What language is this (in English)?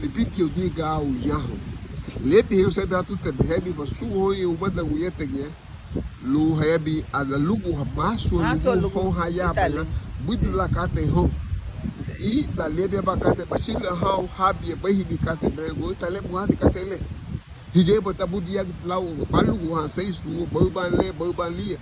Garifuna